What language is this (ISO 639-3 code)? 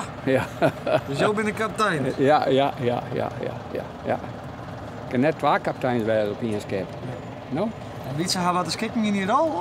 fry